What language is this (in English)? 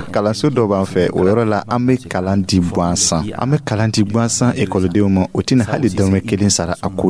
Dyula